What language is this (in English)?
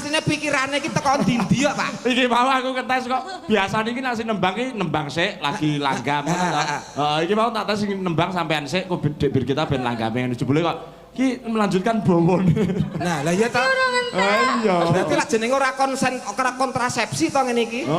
Javanese